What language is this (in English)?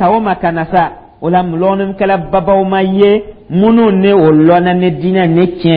Dyula